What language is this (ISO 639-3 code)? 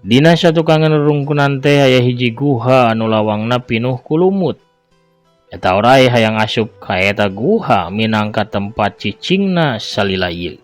sun